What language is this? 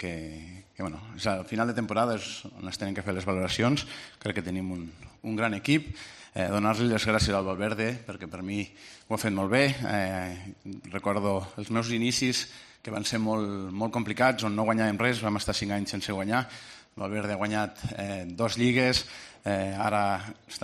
Catalan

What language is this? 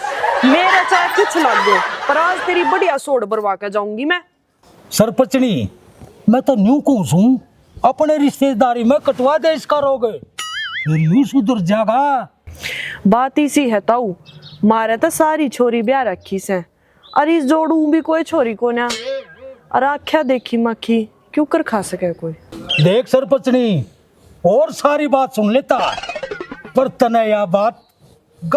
Haryanvi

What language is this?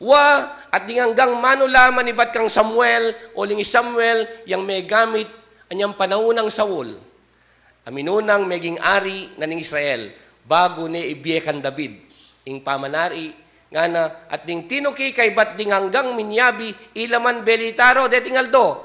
Pampanga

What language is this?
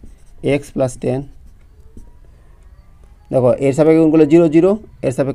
Bangla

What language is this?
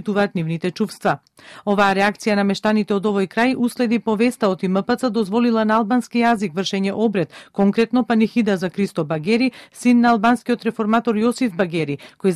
Macedonian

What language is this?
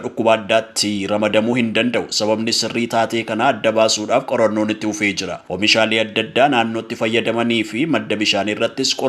Oromo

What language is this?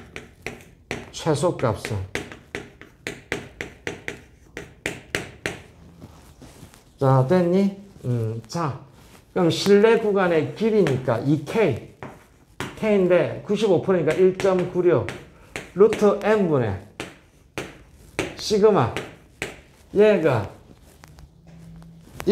Korean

